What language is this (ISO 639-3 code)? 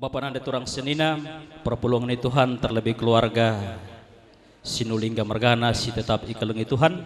btx